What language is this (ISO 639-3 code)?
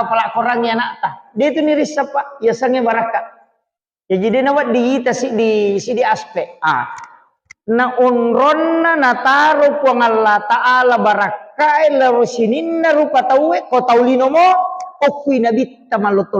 bug